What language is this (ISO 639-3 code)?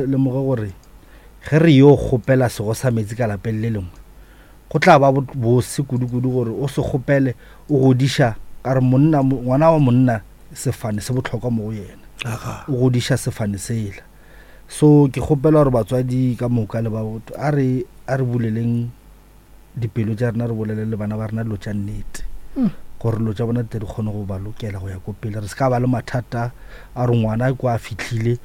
nso